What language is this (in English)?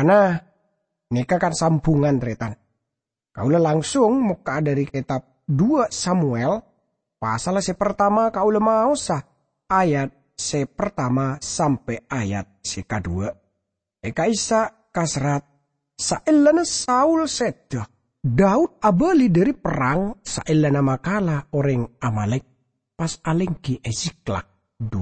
Madurese